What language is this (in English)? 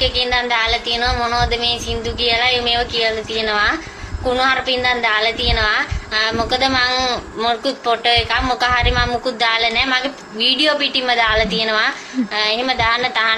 Sinhala